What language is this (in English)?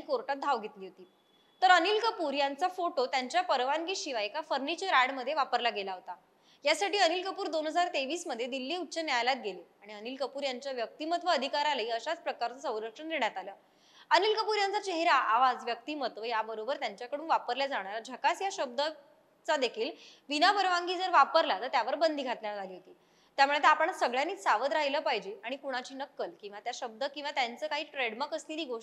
Marathi